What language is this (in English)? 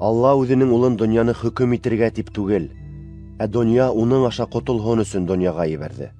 Bashkir